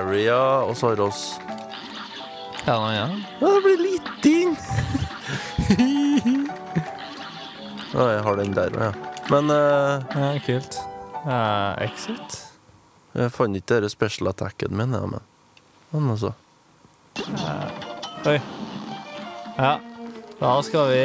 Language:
Norwegian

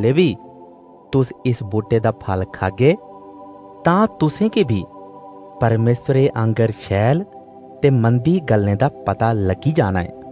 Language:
Dogri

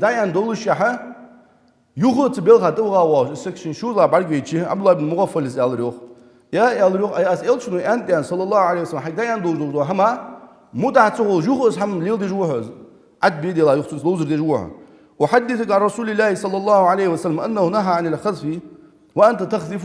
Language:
Ingush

